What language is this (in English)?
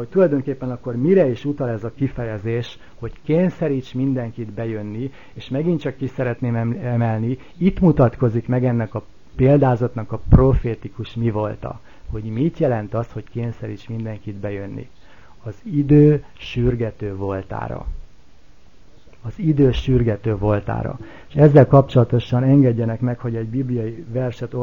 Hungarian